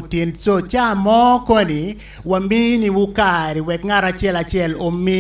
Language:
Acoli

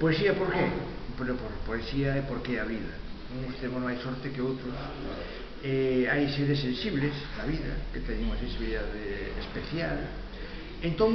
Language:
Galician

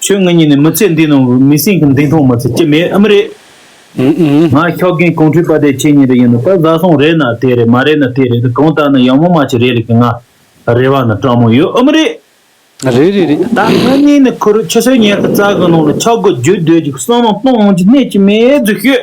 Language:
Tibetan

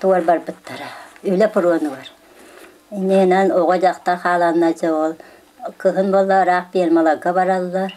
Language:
Yakut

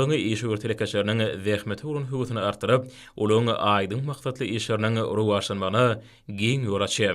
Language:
Turkmen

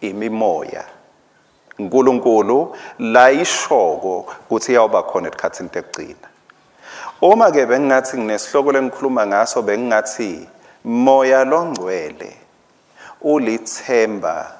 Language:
Swati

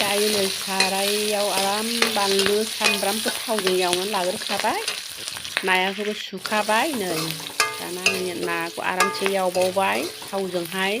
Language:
Bodo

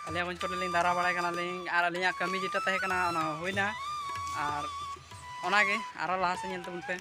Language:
Santali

